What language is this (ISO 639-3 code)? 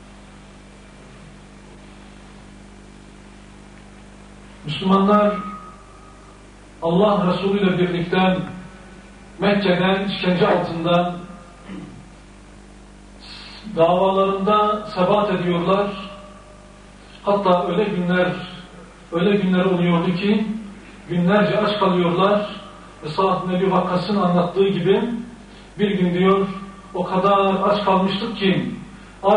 tur